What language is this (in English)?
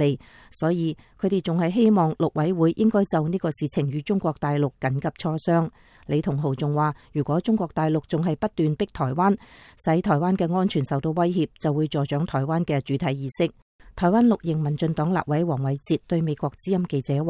Cantonese